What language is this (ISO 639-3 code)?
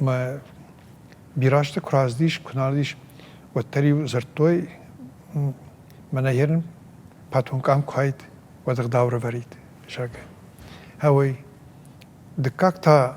oss